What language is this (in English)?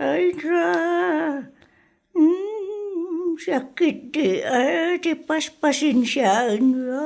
Iloko